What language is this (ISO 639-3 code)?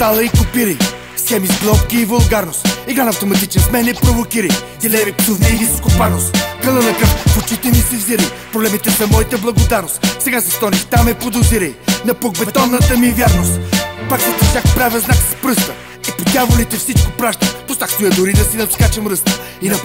bul